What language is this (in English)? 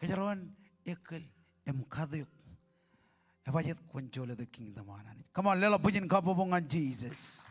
Marshallese